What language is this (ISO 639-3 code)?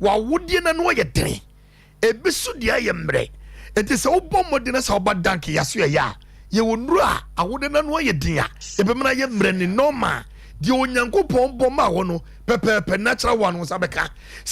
aka